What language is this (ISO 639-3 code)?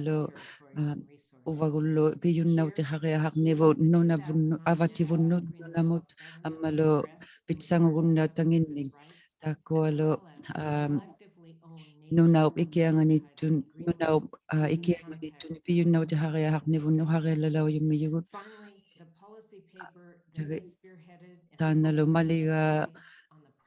iku